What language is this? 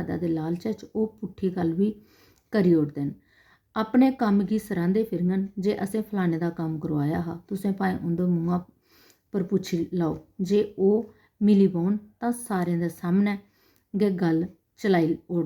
Dogri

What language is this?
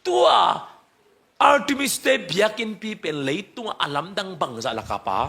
Tedim Chin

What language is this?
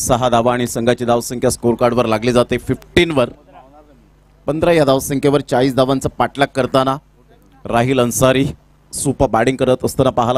Marathi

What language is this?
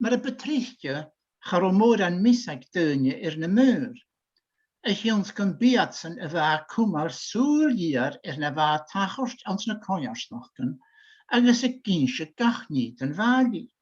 Scottish Gaelic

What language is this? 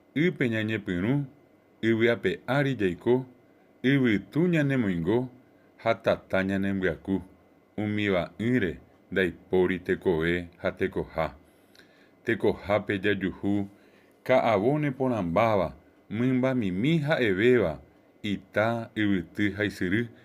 Guarani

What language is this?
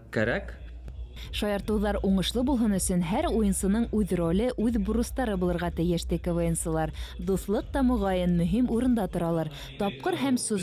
Bashkir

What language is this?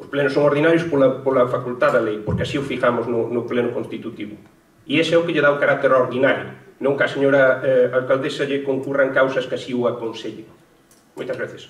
Galician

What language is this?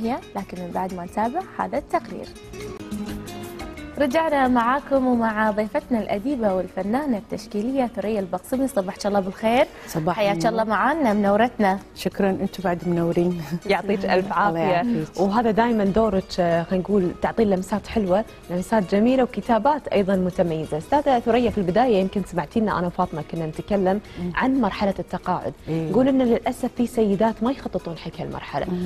Gulf Arabic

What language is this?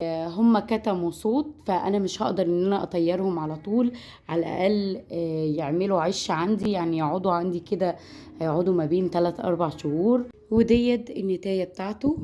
Egyptian Arabic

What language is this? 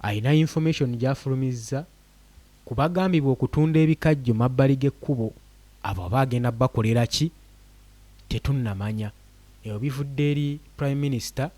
Ganda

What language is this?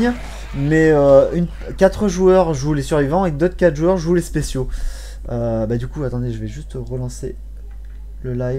French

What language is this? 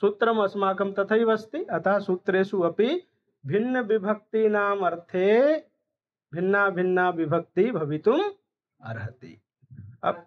Sanskrit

